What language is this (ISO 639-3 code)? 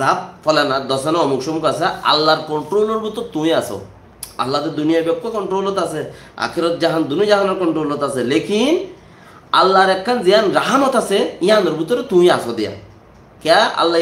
rhg